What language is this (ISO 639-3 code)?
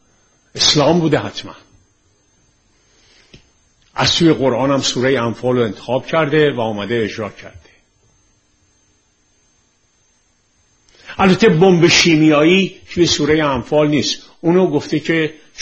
fas